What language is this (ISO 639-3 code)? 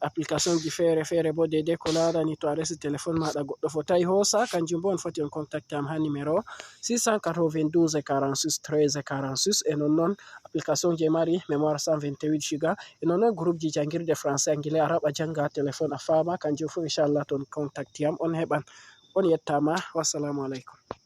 ful